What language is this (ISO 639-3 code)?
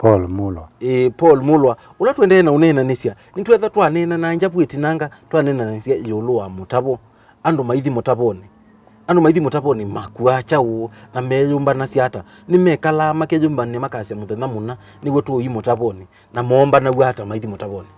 kam